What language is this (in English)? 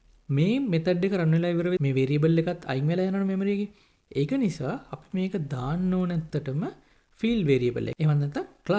Sinhala